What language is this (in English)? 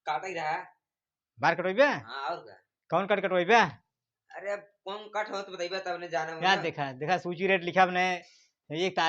Awadhi